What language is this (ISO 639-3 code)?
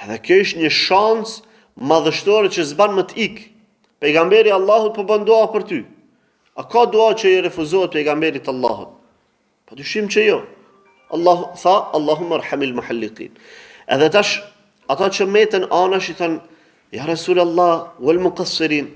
sqi